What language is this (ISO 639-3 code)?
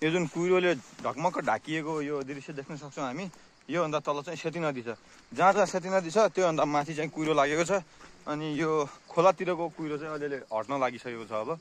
nep